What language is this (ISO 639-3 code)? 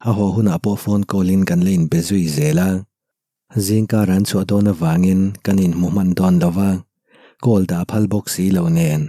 lus